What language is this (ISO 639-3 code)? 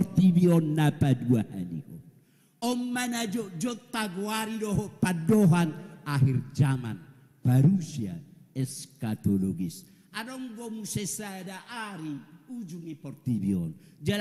bbc